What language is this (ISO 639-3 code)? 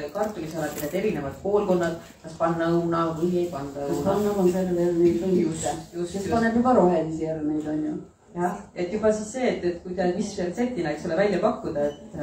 est